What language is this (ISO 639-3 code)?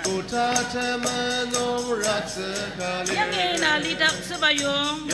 njo